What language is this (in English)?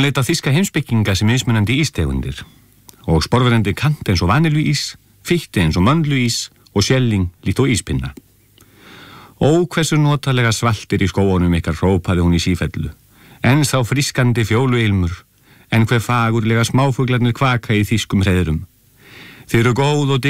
Icelandic